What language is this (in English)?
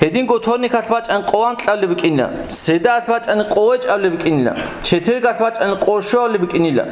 Avaric